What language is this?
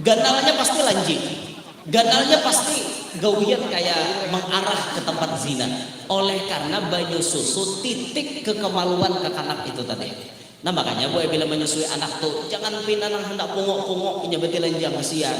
Banjar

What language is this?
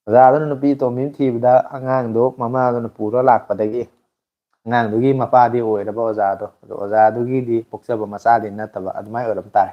Manipuri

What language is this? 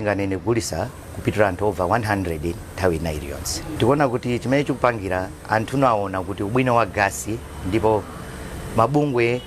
Nyanja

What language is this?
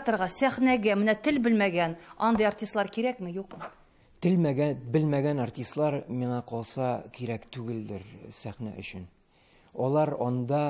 Tatar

